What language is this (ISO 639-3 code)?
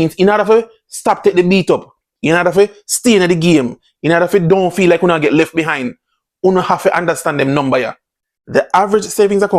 jam